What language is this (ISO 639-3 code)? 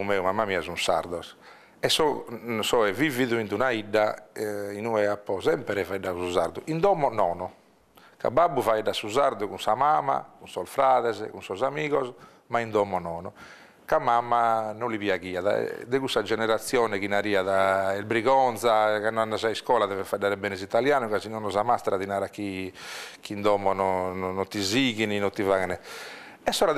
srd